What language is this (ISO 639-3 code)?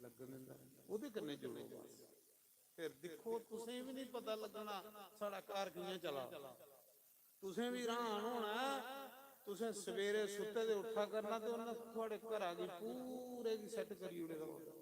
doi